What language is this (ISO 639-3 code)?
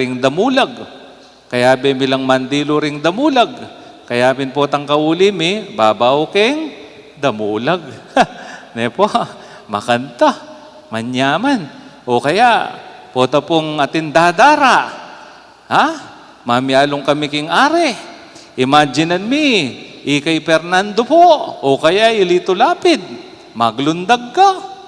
pam